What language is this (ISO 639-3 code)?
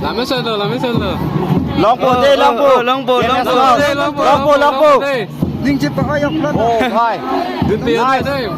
mjw